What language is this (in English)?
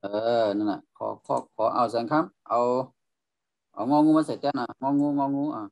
Shan